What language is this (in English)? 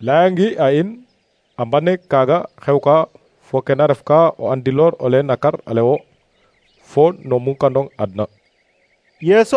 Serer